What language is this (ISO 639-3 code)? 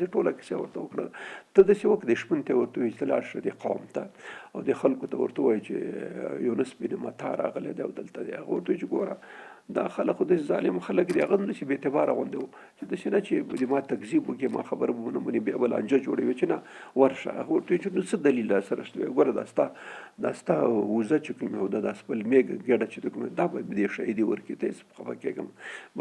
pus